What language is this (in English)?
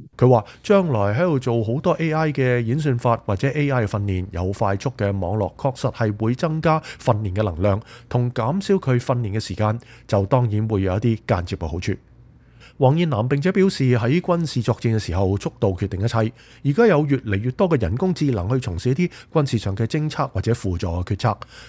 Cantonese